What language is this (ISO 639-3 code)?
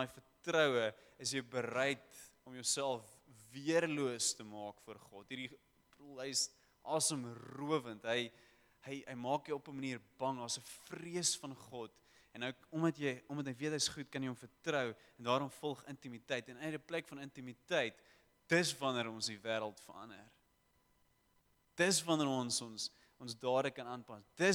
afr